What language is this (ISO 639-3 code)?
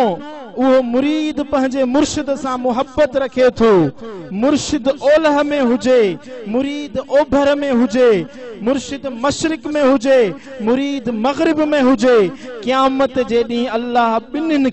snd